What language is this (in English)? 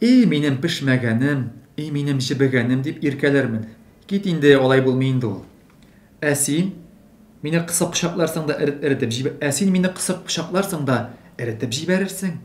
Tatar